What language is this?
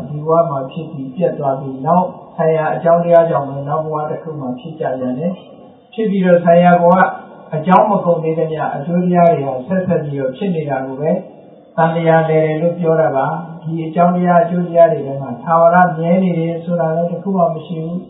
Burmese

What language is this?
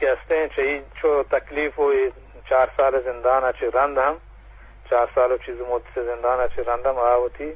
Eastern Balochi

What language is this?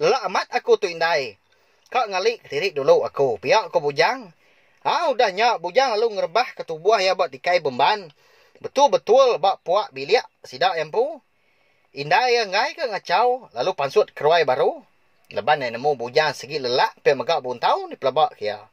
Iban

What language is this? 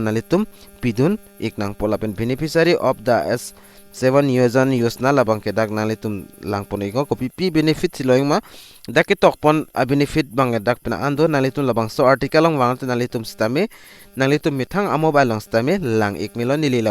Karbi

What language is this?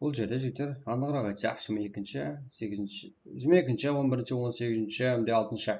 Kara-Kalpak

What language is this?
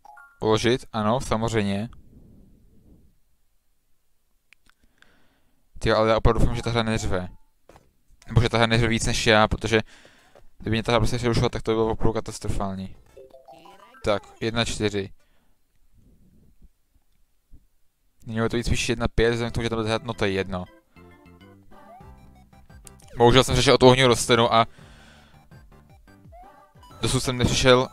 Czech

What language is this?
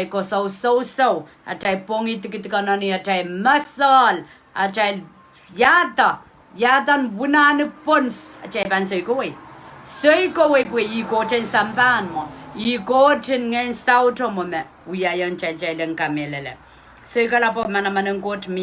Pohnpeian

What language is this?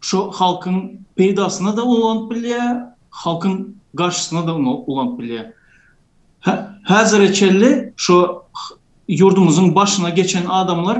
Turkmen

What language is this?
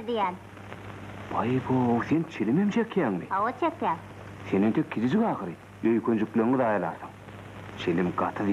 Turkmen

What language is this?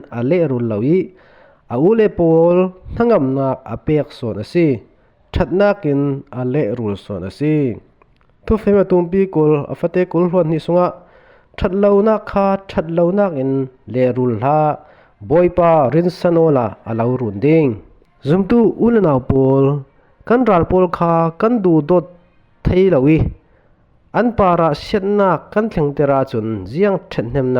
Falam Chin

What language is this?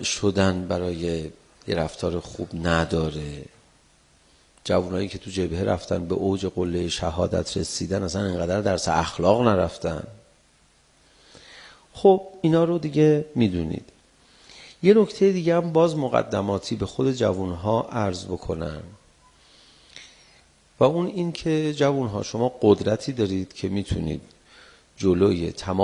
Persian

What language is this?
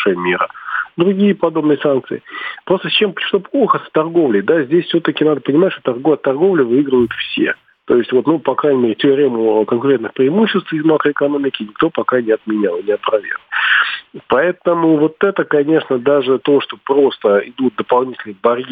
Russian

